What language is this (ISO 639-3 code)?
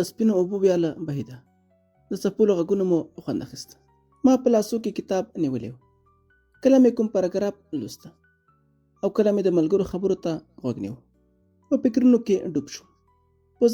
pus